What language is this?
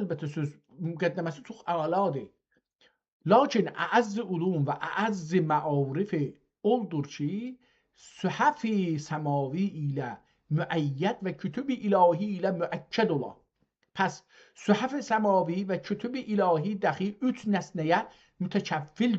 South Azerbaijani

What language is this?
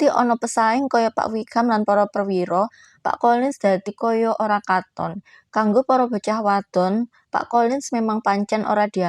Javanese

